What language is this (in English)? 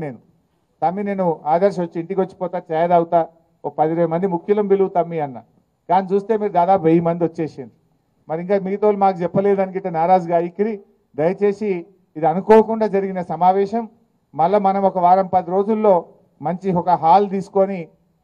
Telugu